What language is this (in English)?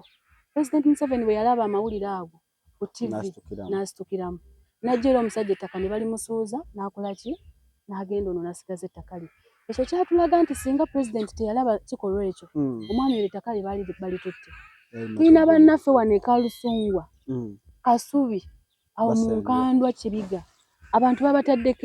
Ganda